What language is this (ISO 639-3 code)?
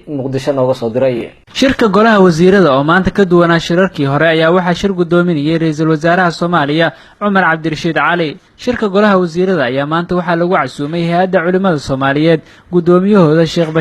som